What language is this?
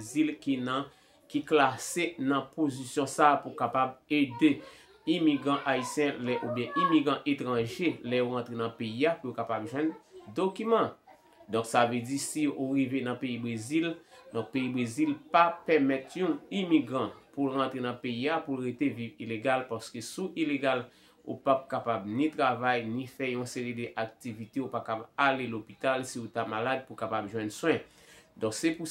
Haitian Creole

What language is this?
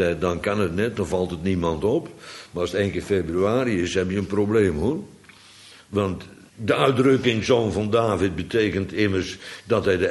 Dutch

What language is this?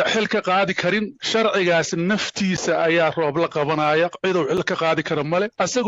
Somali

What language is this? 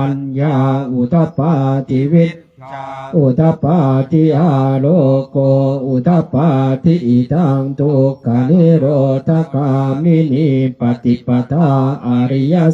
Pali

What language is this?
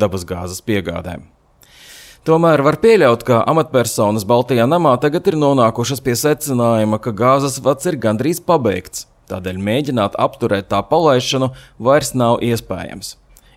Latvian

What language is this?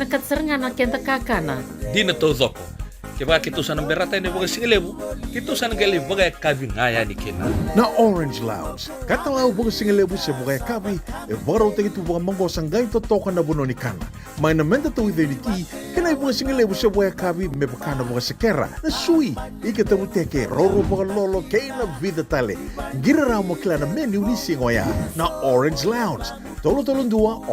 Fijian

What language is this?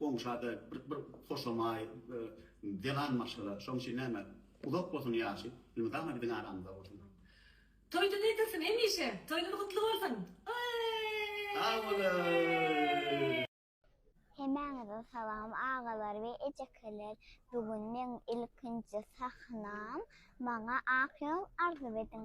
Turkmen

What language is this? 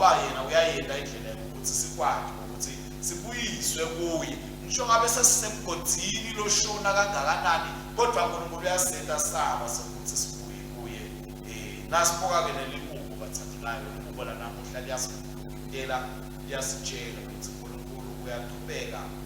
Swati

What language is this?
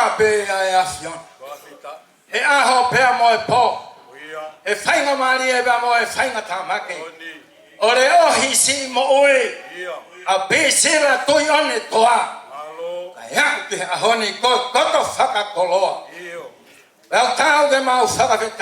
Tongan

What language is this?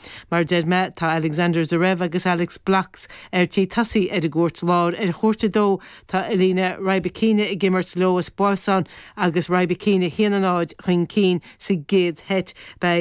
Irish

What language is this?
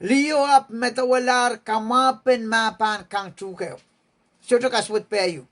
Pohnpeian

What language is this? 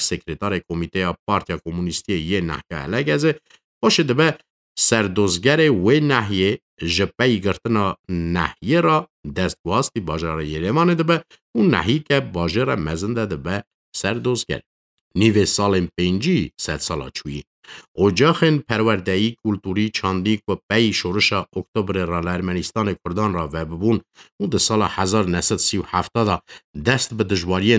Kurdish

